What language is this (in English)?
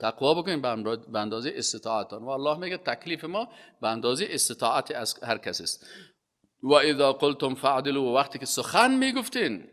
Persian